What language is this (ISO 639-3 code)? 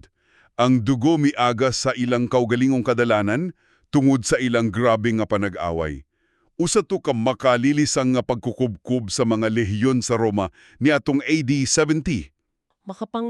ceb